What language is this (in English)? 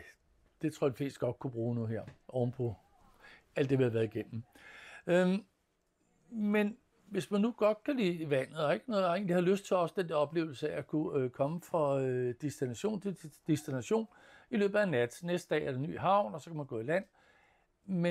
Danish